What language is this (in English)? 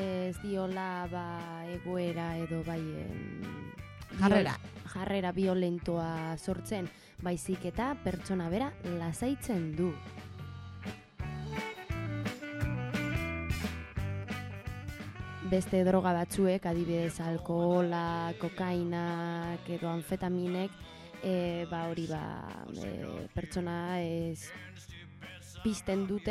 Basque